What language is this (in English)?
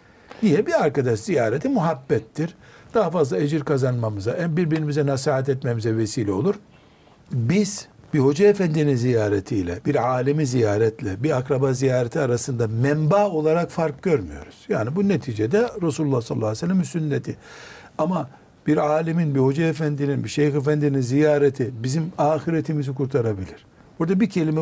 Turkish